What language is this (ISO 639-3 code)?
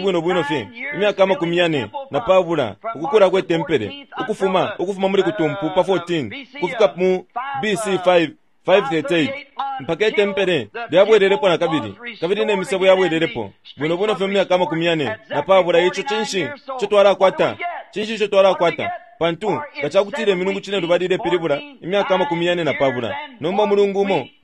bem